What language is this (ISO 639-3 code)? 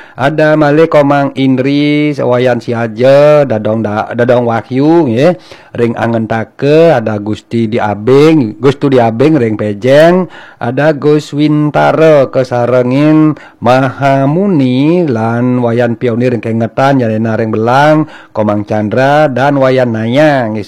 ban